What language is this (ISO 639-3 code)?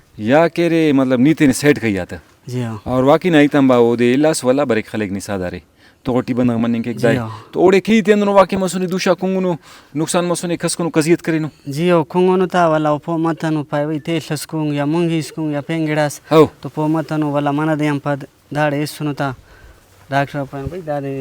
brh